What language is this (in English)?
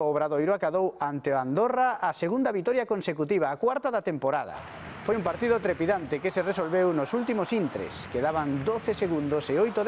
Galician